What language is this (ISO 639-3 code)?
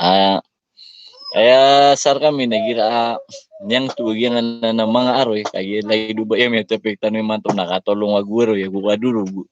mrw